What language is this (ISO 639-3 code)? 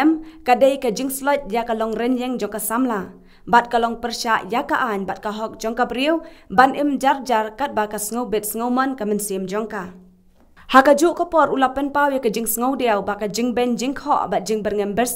kha